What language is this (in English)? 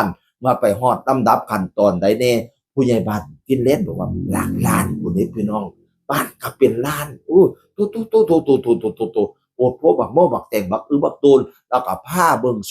Northeastern Thai